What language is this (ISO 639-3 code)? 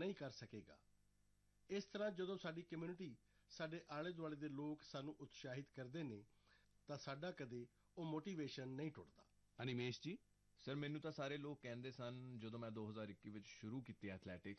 pan